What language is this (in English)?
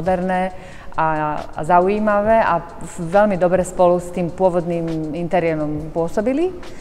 Slovak